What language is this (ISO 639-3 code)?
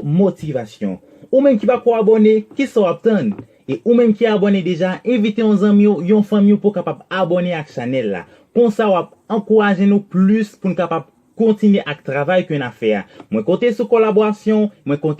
hat